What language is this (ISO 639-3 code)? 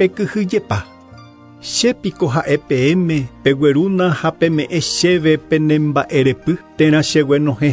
grn